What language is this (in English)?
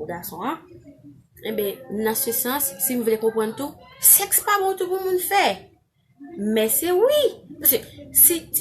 Haitian Creole